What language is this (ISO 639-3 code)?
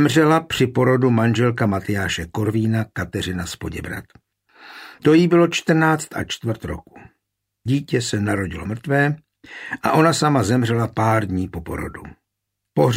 ces